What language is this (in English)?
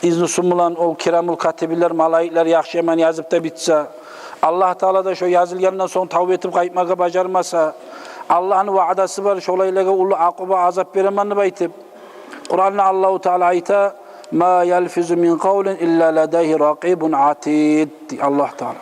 Kumyk